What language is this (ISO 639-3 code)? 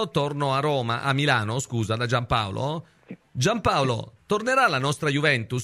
ita